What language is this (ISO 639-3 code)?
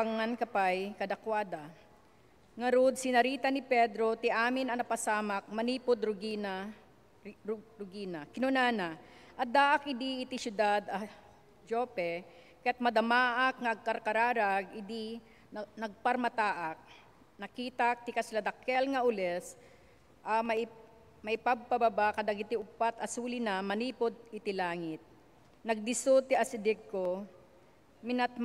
ilo